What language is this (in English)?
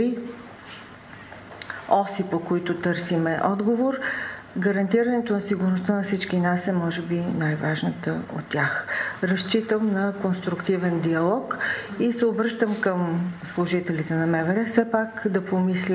Bulgarian